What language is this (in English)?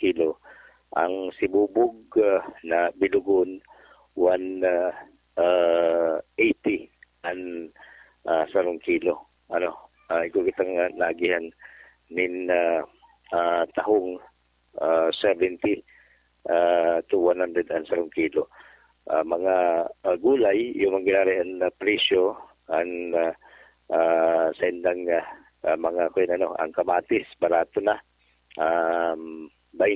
Bikol